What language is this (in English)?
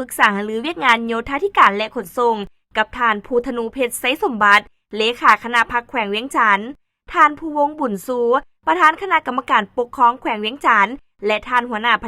Lao